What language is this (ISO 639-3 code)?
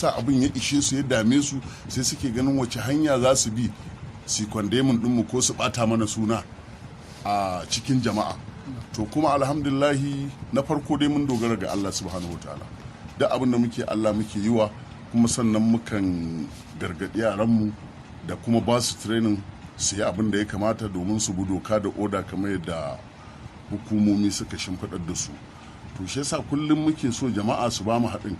hau